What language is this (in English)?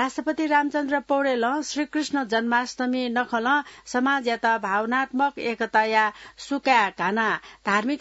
Newari